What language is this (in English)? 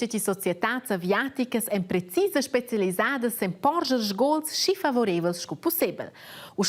Romansh